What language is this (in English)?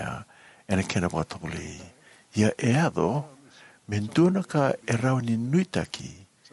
Fijian